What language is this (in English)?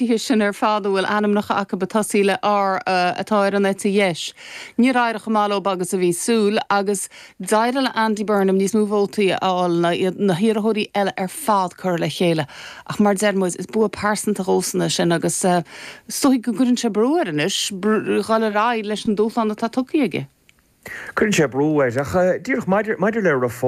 Irish